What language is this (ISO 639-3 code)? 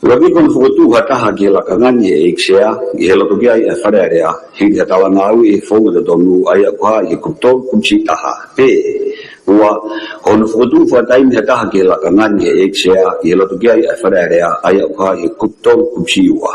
ton